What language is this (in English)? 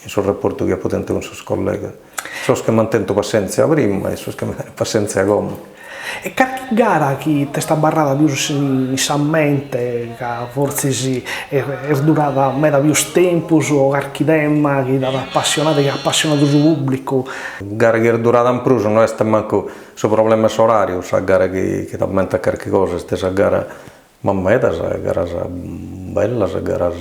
Sardinian